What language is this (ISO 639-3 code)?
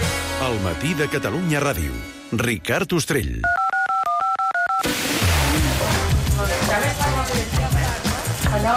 cat